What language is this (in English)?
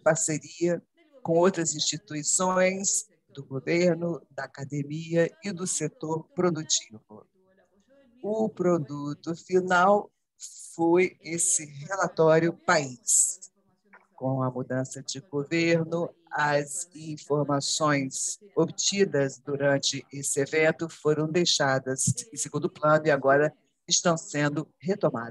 Portuguese